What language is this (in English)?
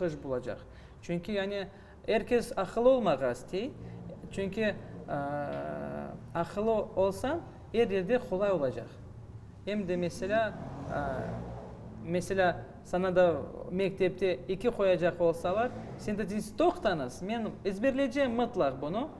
Crimean Tatar